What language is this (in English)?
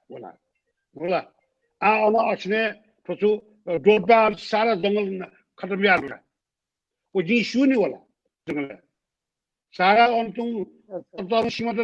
Newari